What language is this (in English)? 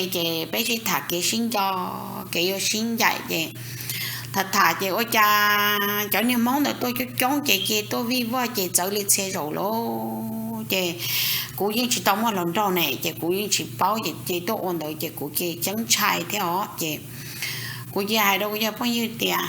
Hmong